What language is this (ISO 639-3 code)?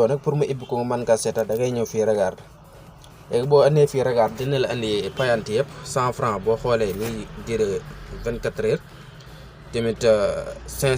wol